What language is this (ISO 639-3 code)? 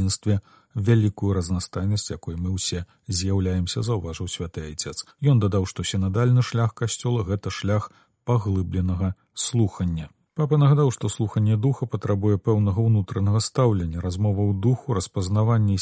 bel